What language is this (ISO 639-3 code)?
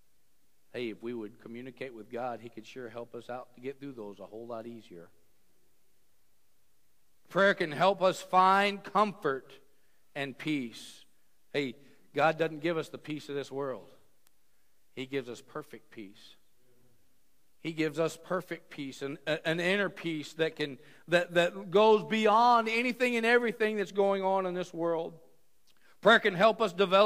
eng